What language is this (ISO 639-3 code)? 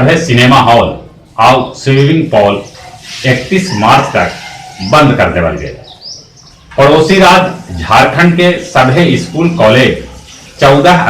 mag